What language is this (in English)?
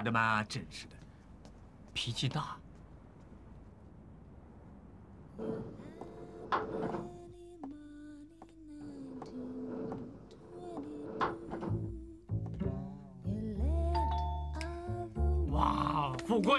Chinese